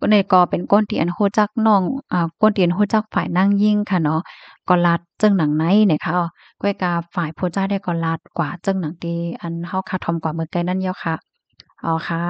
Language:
Shan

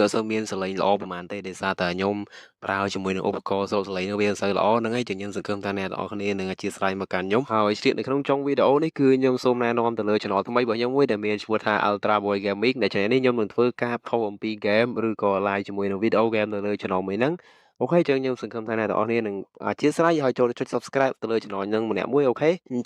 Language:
Khmer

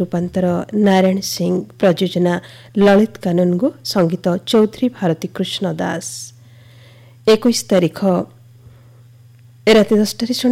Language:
Odia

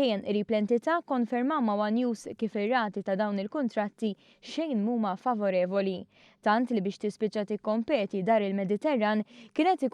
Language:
Maltese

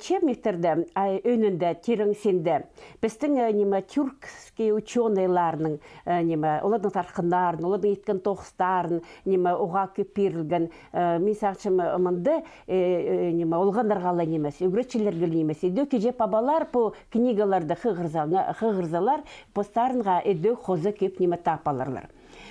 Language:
Khakas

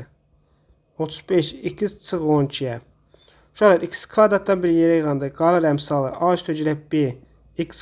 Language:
Azerbaijani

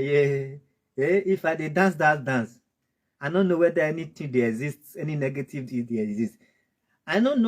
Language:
Nigerian Pidgin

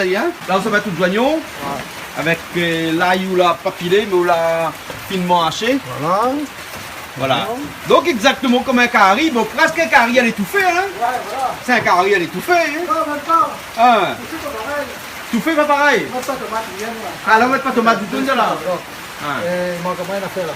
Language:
Réunion Creole French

